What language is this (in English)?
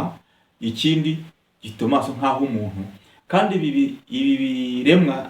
Kinyarwanda